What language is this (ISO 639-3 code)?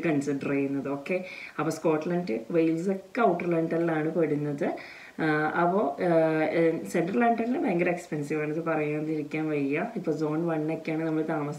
mal